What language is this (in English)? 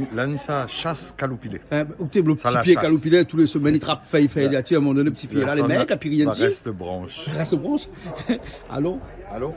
Réunion Creole French